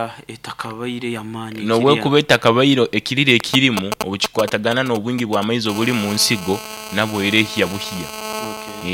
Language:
Nyoro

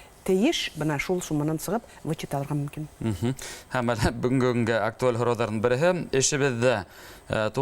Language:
Bashkir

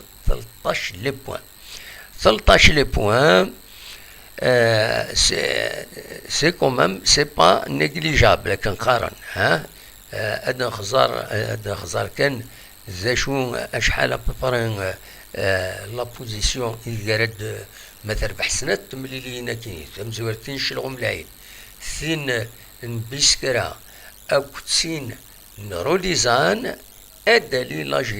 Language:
Kabyle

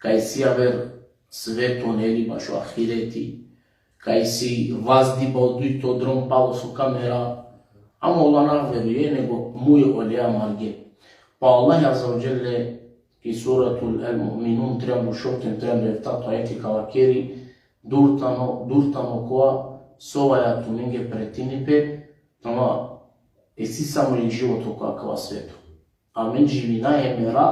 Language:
Balkan Romani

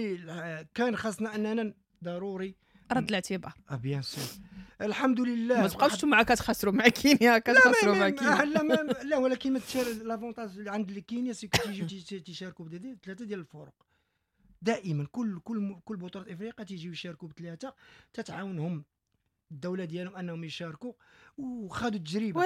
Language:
Moroccan Arabic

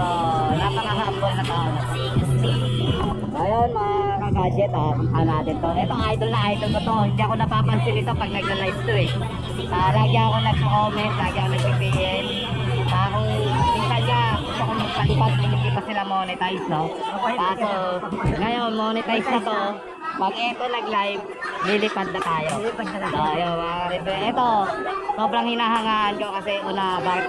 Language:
Filipino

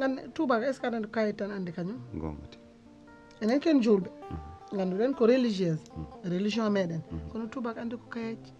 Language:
Fula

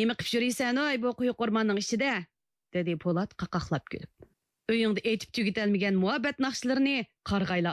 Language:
Uyghur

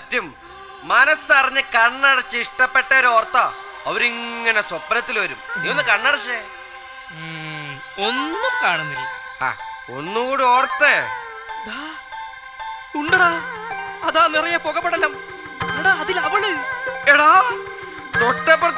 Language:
Malayalam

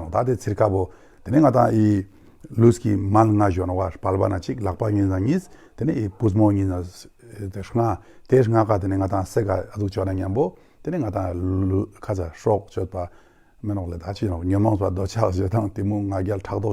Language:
Tibetan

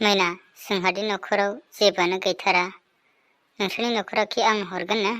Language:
Bodo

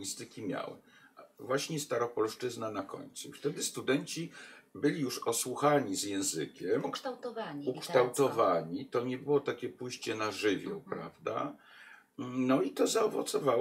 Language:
Polish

